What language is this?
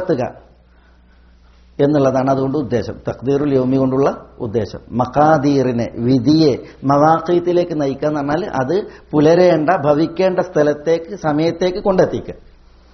Malayalam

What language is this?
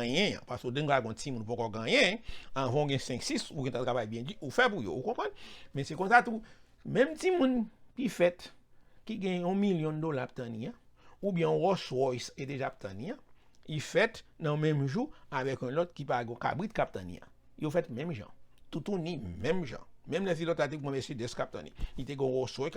Haitian Creole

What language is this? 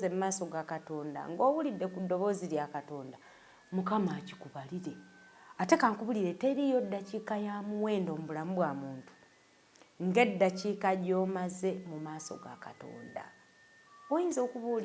Ganda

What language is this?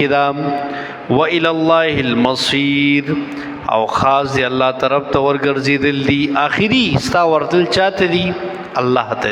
Pashto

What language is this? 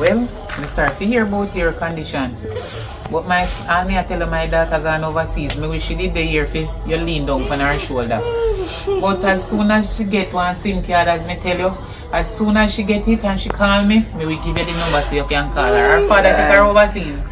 Jamaican Creole English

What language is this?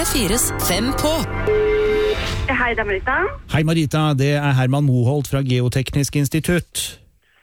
Norwegian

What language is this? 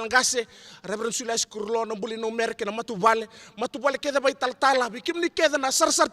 Fijian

